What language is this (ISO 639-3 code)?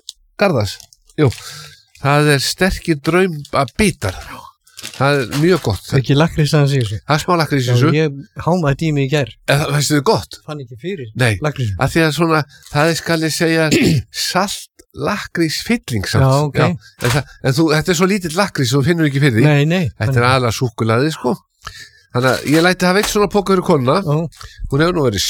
isl